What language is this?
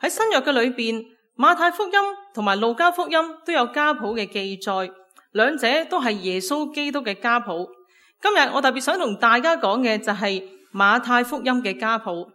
Cantonese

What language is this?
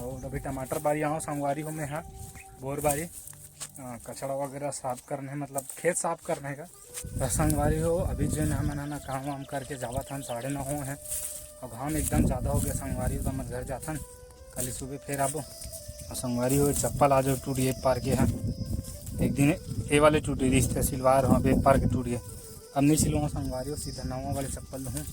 Chhattisgarhi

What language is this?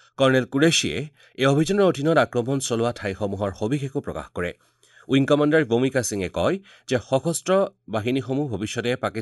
Assamese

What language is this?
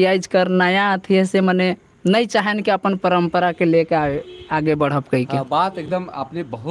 Sadri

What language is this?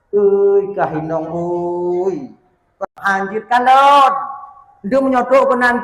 Achinese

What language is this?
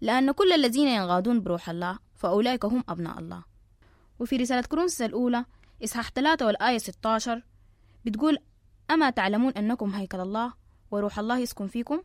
Sudanese Arabic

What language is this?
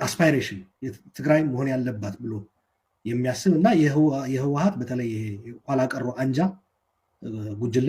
Amharic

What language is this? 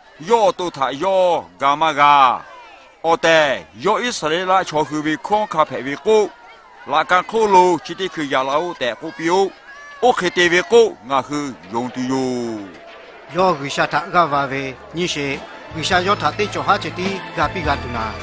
Lahu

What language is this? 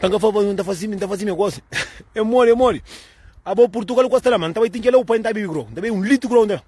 Kabuverdianu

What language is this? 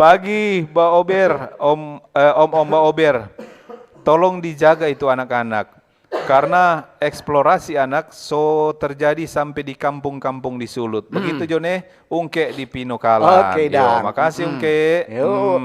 Manado Malay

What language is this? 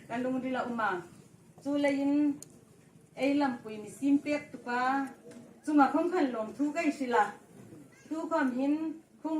Hmar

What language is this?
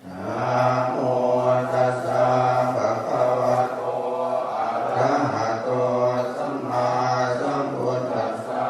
Pali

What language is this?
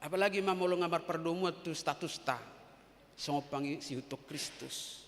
Batak Toba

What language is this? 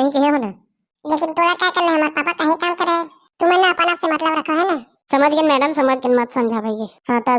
Chhattisgarhi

